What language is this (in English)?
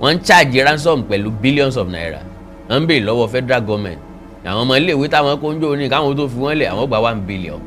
Yoruba